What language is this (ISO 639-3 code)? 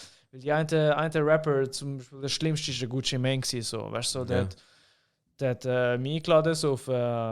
gsw